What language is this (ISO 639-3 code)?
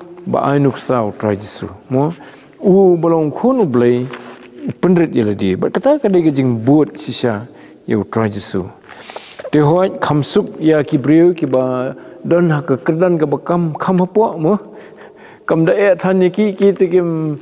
kha